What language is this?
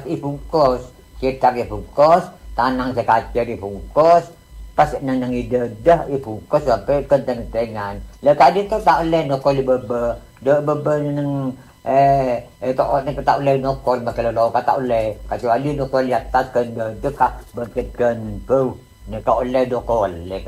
Madurese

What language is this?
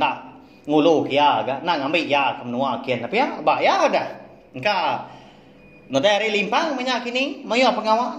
Iban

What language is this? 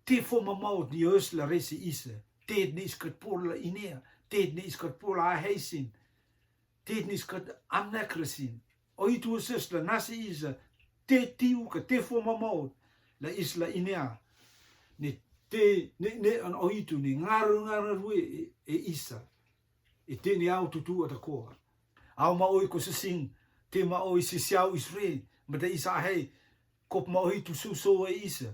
Rotuman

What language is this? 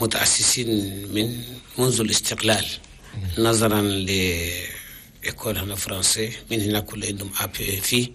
Chadian Arabic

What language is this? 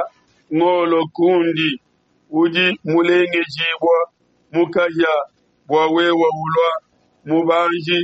Luba-Lulua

